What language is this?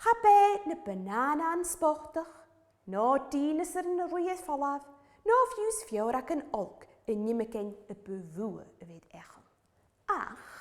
Scottish Gaelic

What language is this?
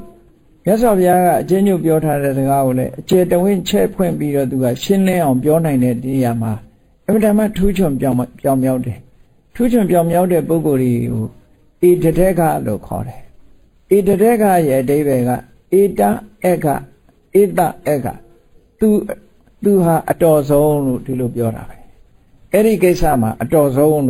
Burmese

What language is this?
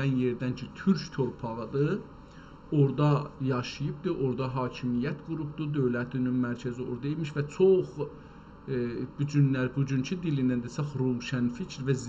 South Azerbaijani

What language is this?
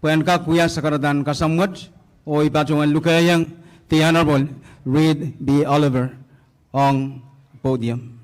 Pohnpeian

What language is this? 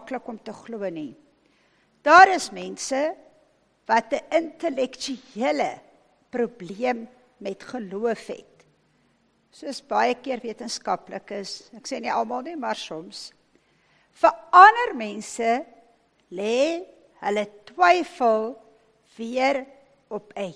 Afrikaans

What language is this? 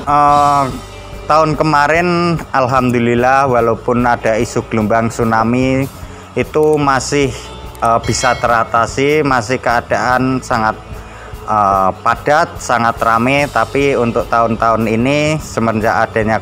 Indonesian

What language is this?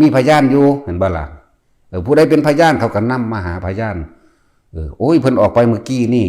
Northeastern Thai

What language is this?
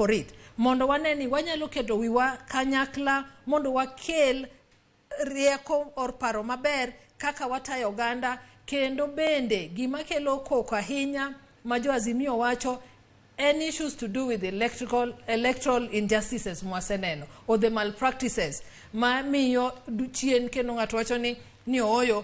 Luo (Kenya and Tanzania)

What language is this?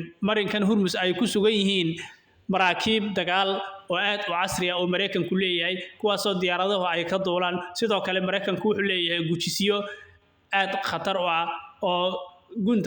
Somali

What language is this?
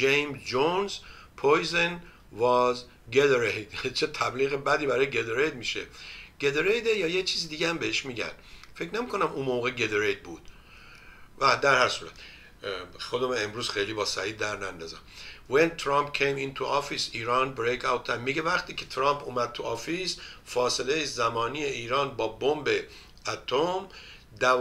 Persian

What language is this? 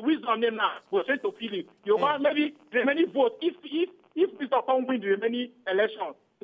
Nigerian Pidgin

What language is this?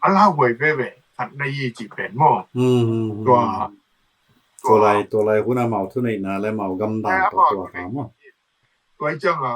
Tedim Chin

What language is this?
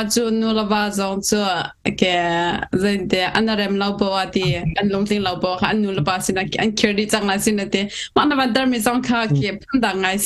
Hakha Chin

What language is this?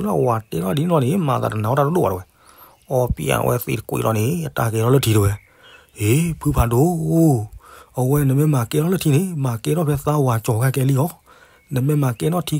S'gaw Karen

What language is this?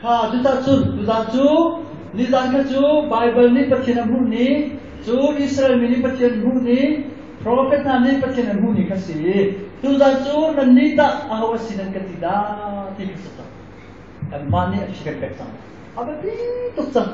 Hakha Chin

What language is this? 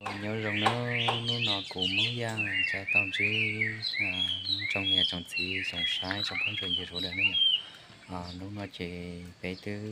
Hmong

